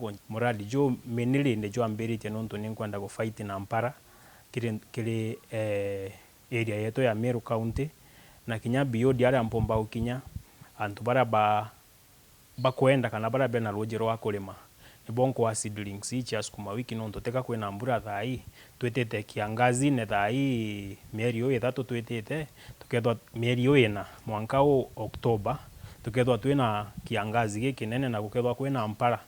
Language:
Meru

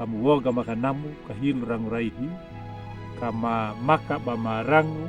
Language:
Anakalangu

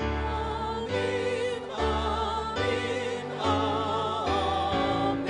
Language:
Ambonese Malay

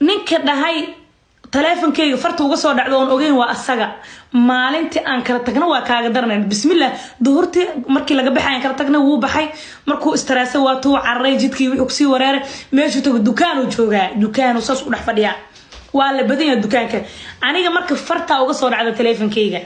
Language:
Somali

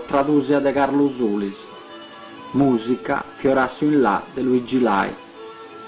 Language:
Sardinian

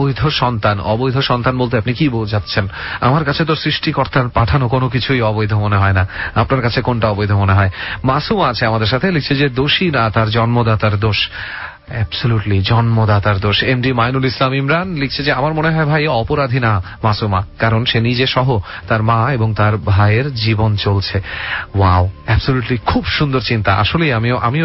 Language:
Bangla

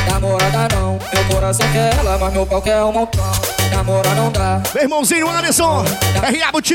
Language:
Portuguese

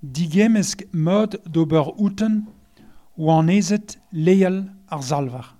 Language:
Breton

